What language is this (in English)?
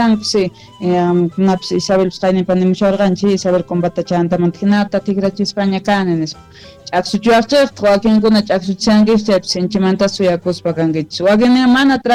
Quechua